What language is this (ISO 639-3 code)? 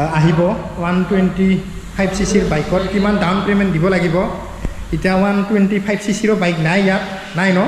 asm